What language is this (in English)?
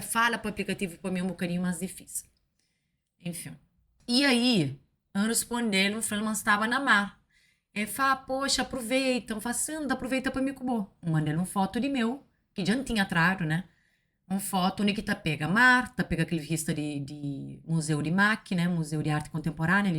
Kabuverdianu